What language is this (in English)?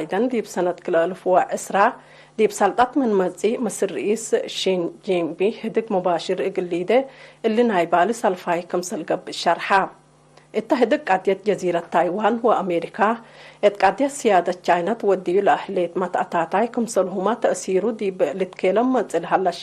Tigre